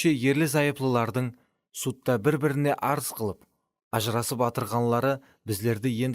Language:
Kara-Kalpak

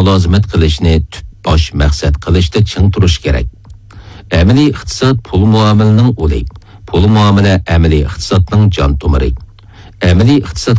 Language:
Uyghur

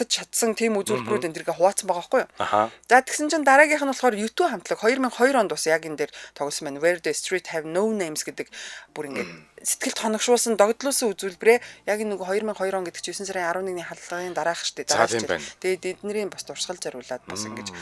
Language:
Mongolian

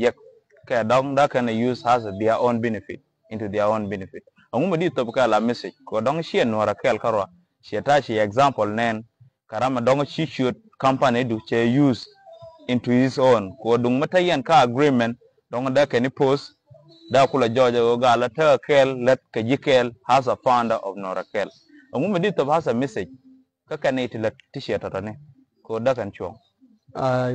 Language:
Nuer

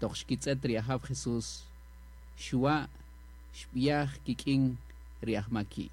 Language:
Kaqchikel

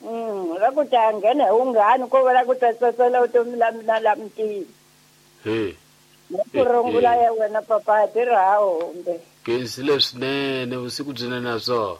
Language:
Tsonga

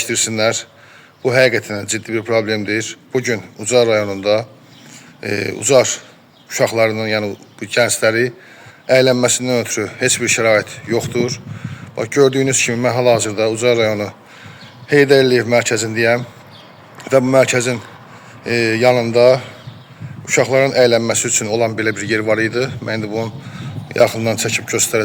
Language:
Azerbaijani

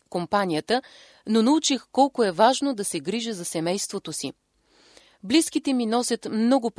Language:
Bulgarian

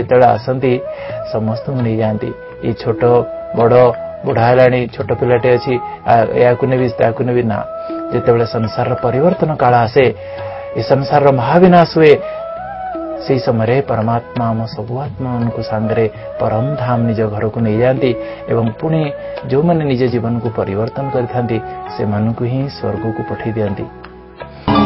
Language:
Odia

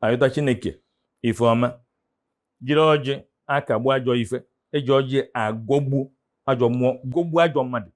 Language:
Igbo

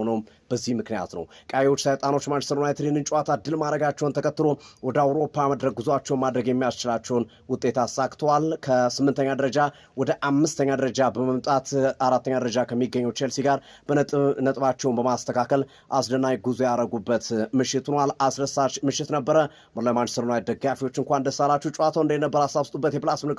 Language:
Amharic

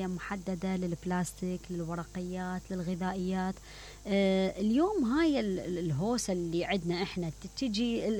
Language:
Mesopotamian Arabic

